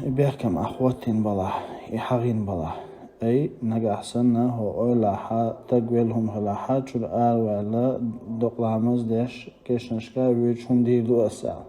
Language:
Chechen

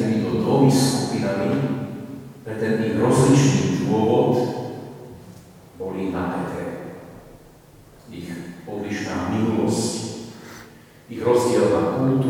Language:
Slovak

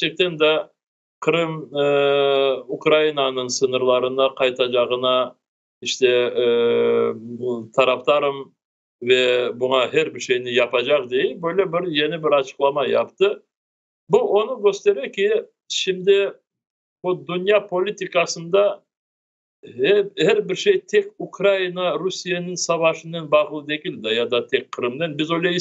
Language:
Crimean Tatar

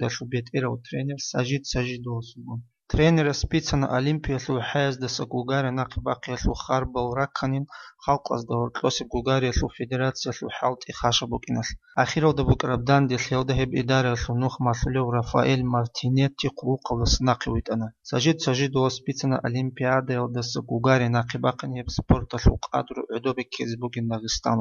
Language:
Avaric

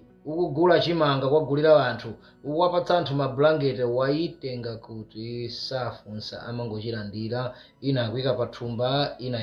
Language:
Nyanja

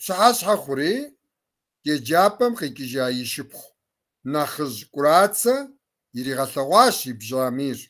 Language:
Kabardian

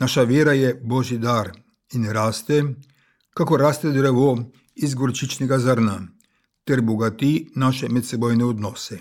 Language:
Slovenian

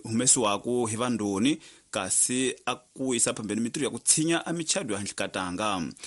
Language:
Tsonga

